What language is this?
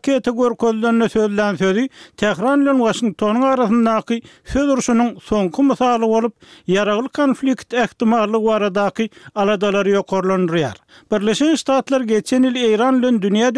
Turkmen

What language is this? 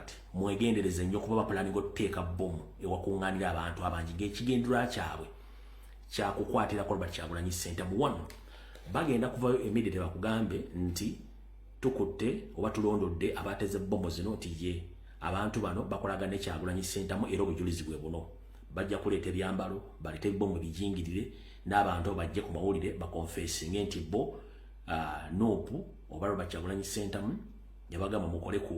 Ganda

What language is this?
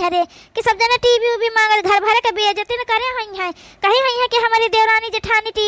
Awadhi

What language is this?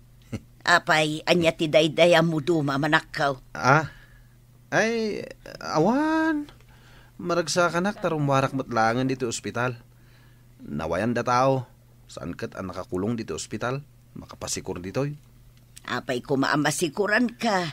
Iloko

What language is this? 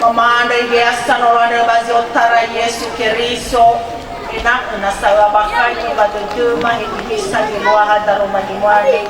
Nias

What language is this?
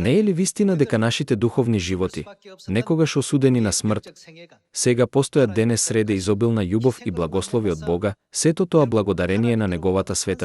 Macedonian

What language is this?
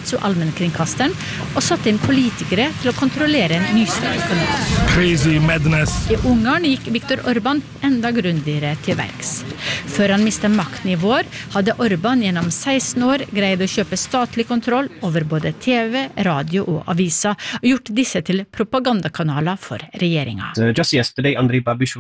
Norwegian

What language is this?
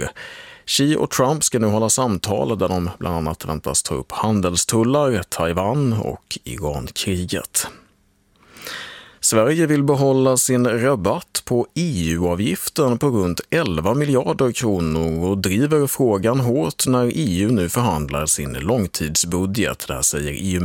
Swedish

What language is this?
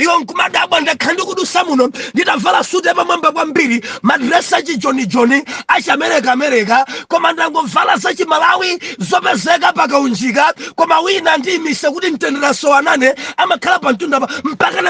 Nyanja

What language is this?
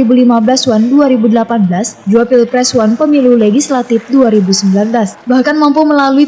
Banjar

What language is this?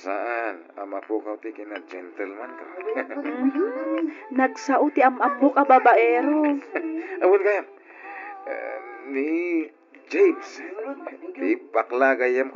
Iloko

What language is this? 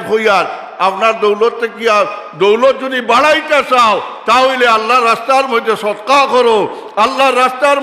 Sylheti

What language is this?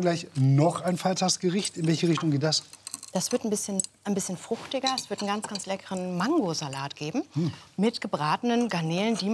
German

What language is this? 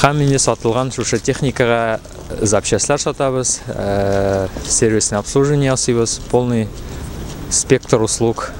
Tatar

